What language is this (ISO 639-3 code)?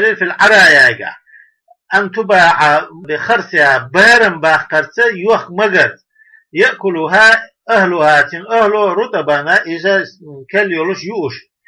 che